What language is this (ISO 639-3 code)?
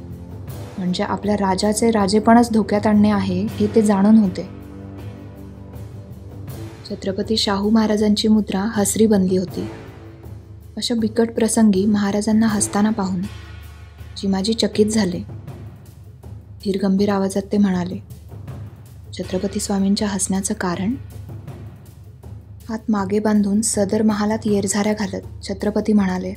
mar